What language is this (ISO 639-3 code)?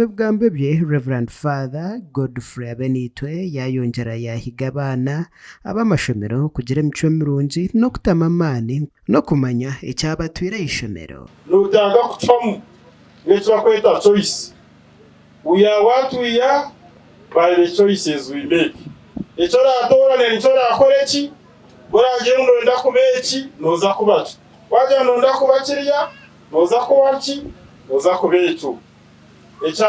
nyn